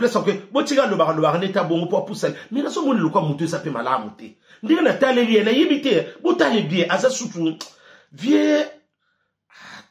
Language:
Lingala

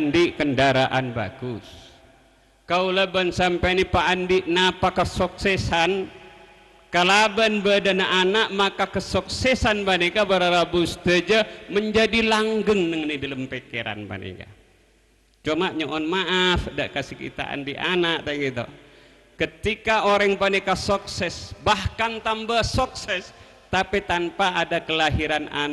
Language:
Madurese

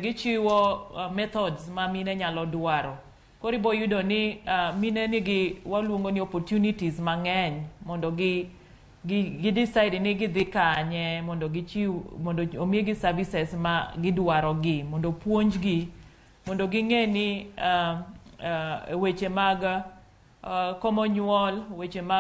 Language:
Luo (Kenya and Tanzania)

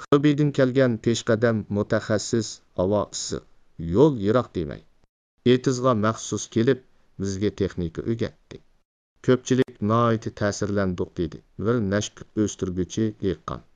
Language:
Uyghur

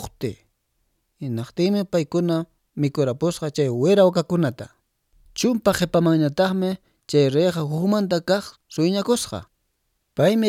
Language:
Quechua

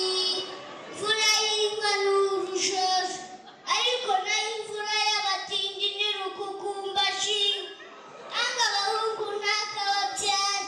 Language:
Kinyarwanda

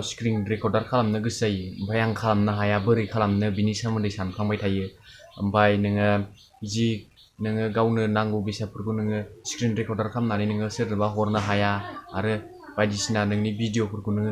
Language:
Bodo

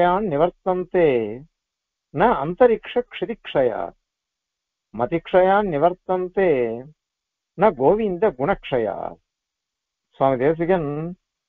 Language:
Tamil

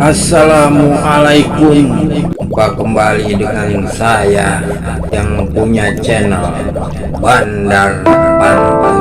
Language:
Betawi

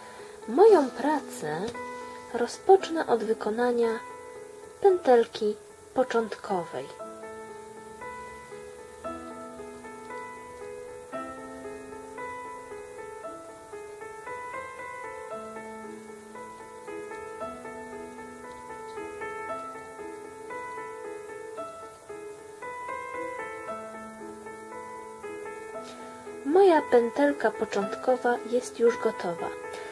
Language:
Polish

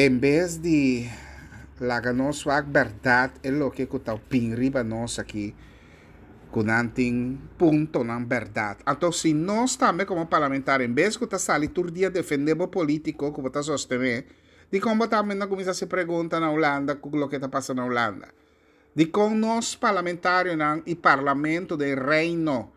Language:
Papiamento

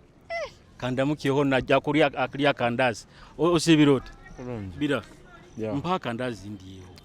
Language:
Nyoro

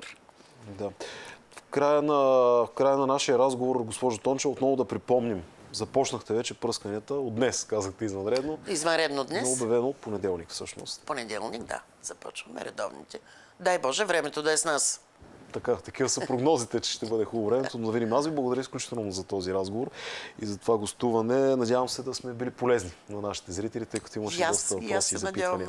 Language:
Bulgarian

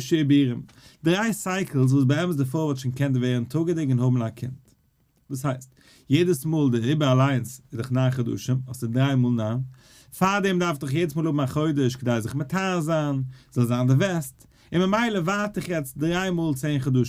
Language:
Yiddish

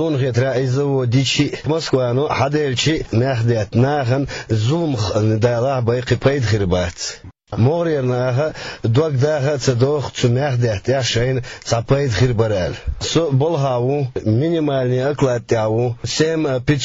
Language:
Chechen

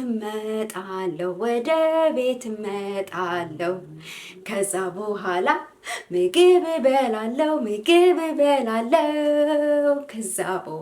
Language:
Amharic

